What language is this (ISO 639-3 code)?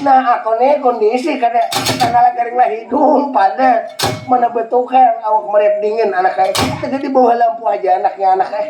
bjn